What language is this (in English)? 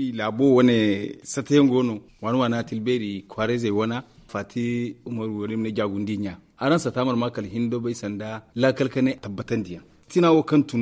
Zarma